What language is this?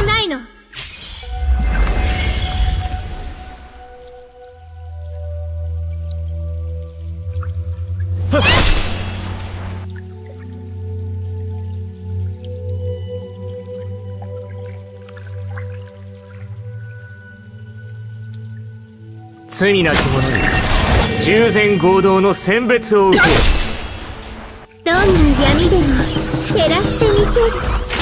Japanese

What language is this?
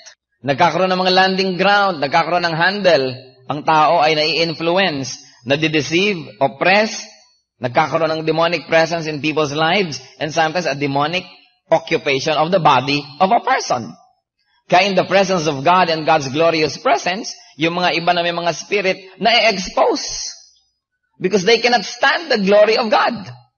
Filipino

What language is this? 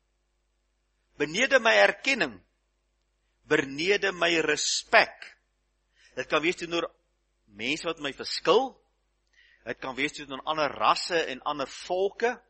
Afrikaans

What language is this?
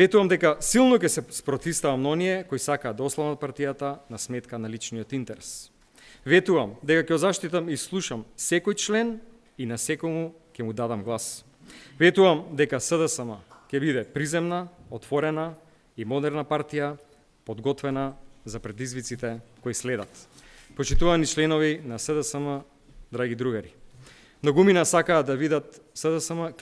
Macedonian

